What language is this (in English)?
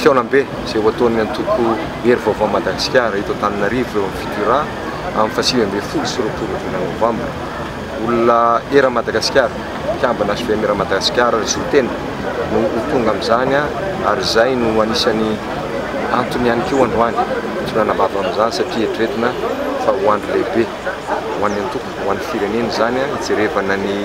Malagasy